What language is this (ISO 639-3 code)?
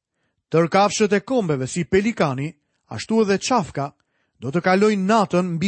sqi